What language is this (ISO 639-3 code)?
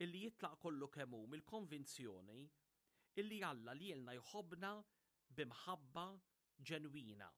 mlt